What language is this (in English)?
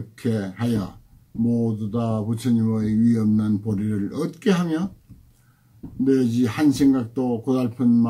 Korean